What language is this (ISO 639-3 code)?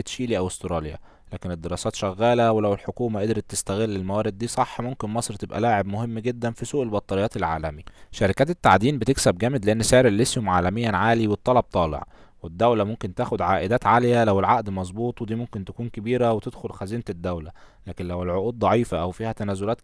arz